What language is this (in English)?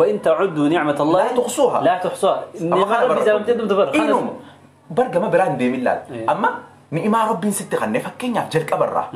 Oromo